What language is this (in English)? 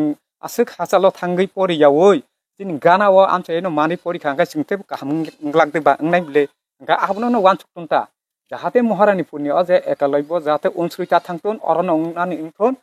Kok Borok